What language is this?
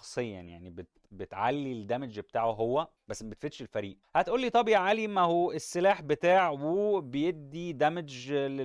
Egyptian Arabic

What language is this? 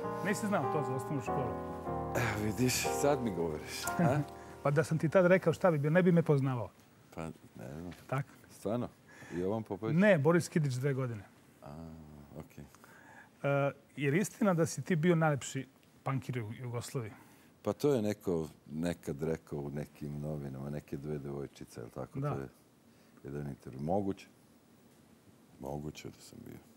Serbian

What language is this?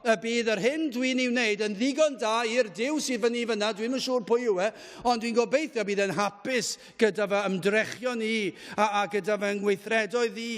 Welsh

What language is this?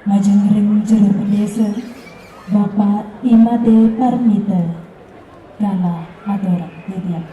Balinese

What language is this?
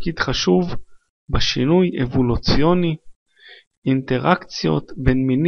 Hebrew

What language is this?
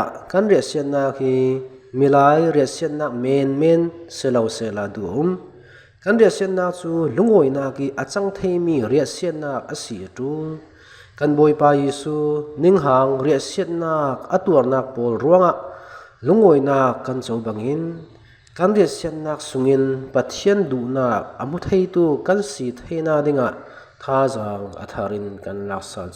Falam Chin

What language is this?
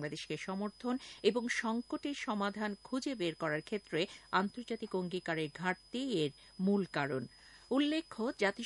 Bangla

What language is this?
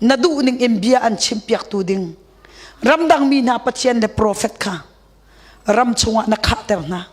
Hakha Chin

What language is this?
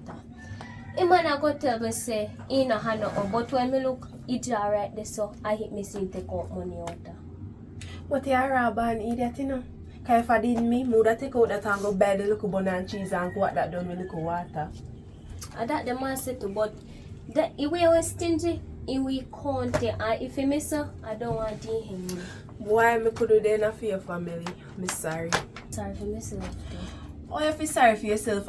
Jamaican Creole English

